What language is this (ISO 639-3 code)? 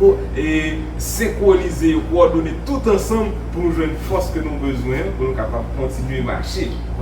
hat